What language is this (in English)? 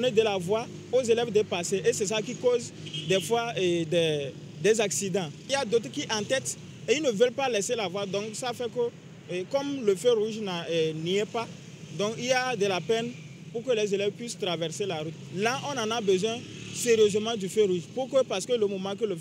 French